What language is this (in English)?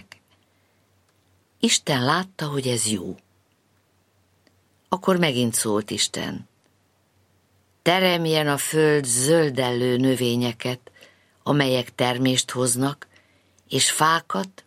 Hungarian